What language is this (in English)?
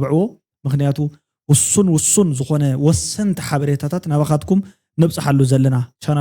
Tigrinya